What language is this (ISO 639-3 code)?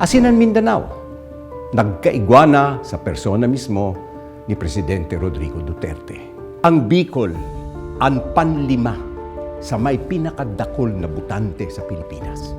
bik